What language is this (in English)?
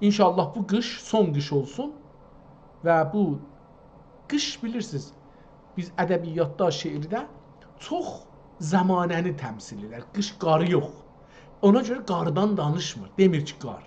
South Azerbaijani